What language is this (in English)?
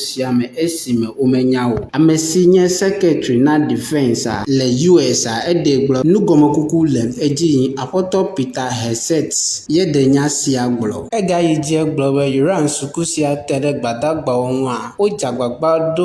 Ewe